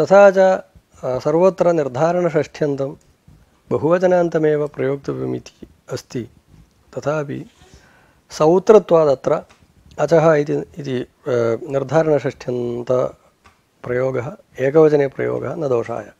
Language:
Sanskrit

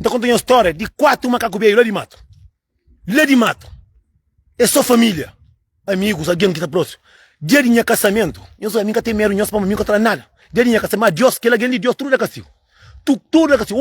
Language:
Kabuverdianu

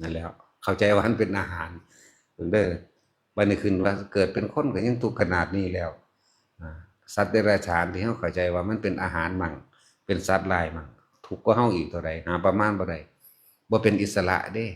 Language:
Northeastern Thai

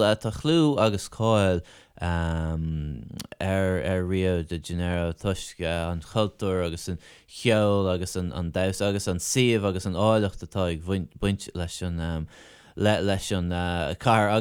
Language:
Irish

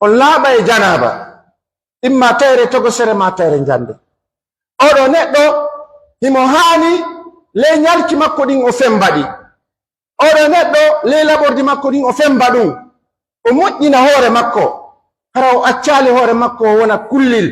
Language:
Pular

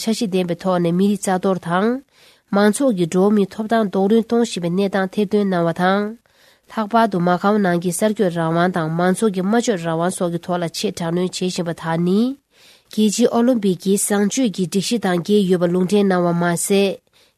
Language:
Tibetan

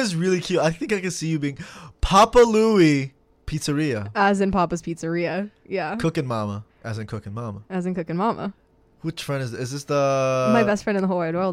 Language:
English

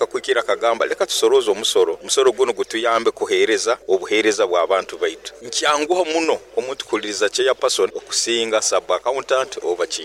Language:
Nyoro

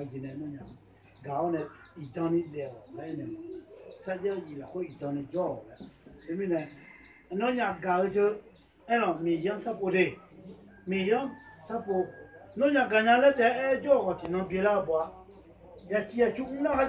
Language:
Akha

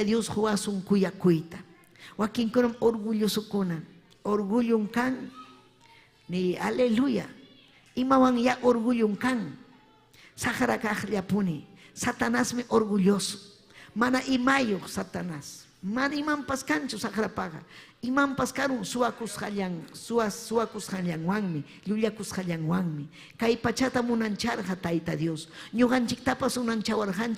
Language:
Ayacucho Quechua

